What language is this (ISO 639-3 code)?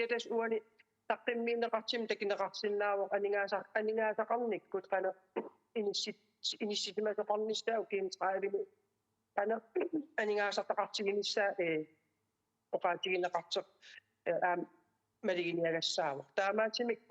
kal